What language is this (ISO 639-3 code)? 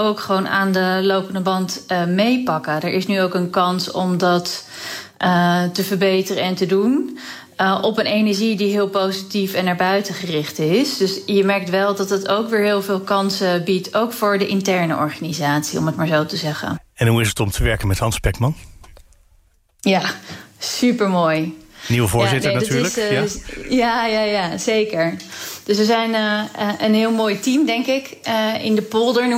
nld